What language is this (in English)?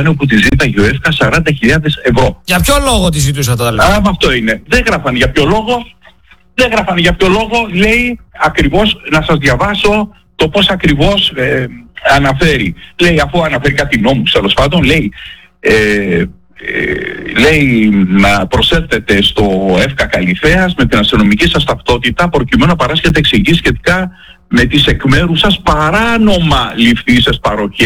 Greek